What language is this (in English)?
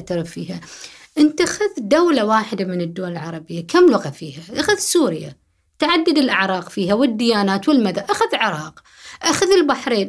Gulf Arabic